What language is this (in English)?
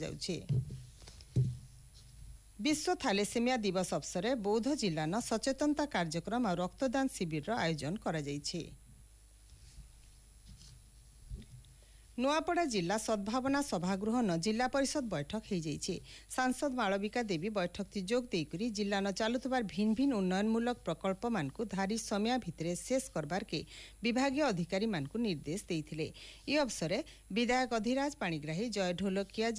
Odia